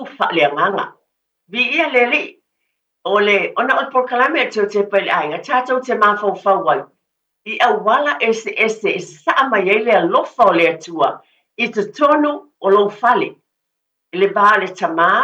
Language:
Samoan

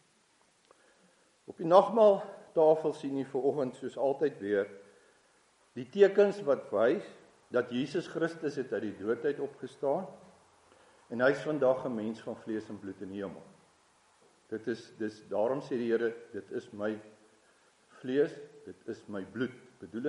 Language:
Afrikaans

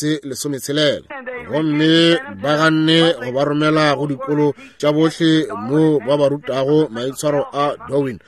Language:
Northern Sotho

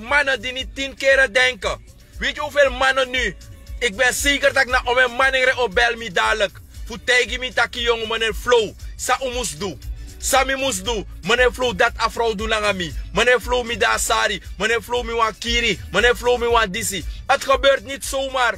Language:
Sranan Tongo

